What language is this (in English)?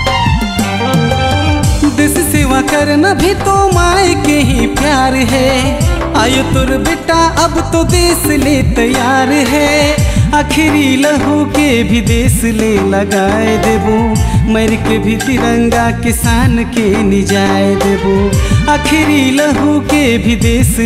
Sadri